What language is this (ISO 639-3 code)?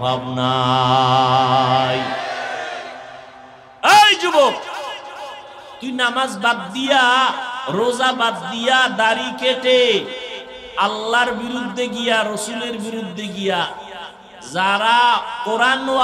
ben